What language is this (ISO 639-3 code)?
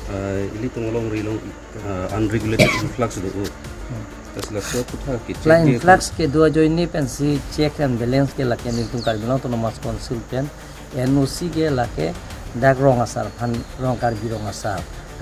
mjw